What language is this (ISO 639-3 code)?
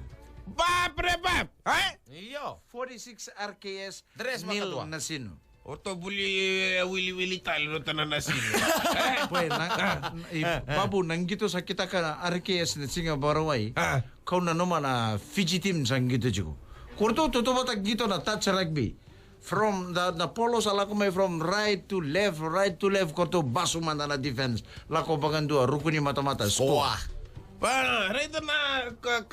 fij